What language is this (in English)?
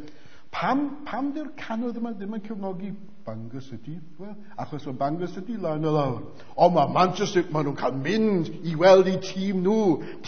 Welsh